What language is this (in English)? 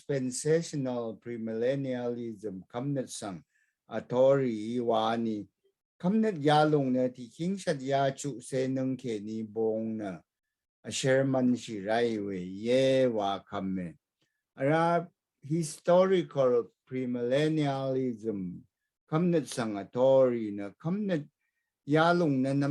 Rawang